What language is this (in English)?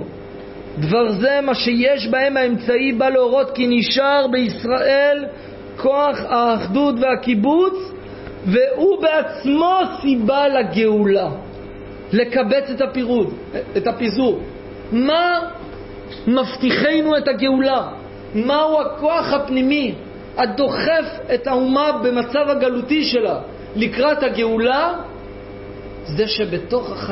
Hebrew